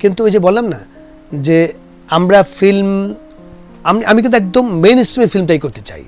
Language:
Bangla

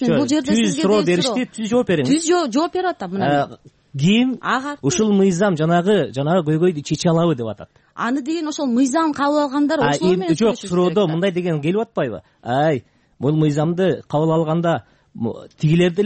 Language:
Kyrgyz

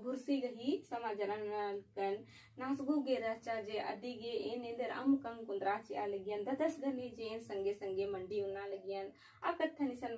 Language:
Kurukh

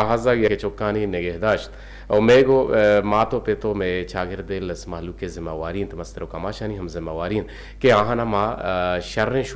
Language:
Eastern Balochi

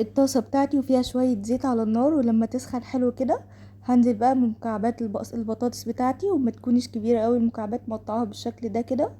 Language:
Egyptian Arabic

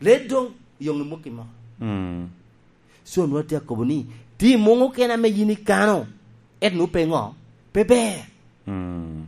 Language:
Lango (Uganda)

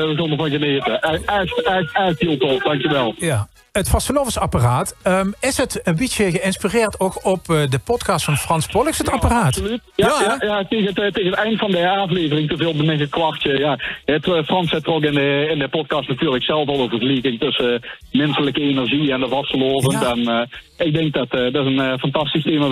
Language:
Limburgish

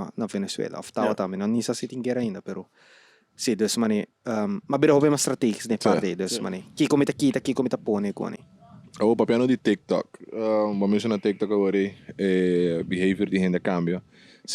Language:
Papiamento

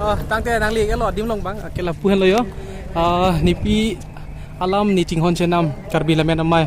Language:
Karbi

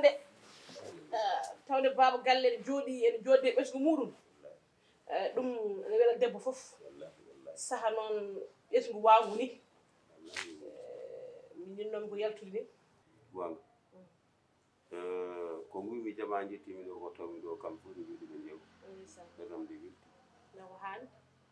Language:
Fula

